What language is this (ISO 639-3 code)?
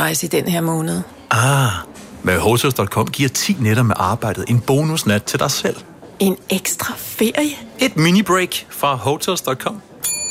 dan